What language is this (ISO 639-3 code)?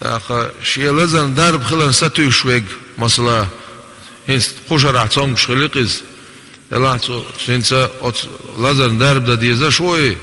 che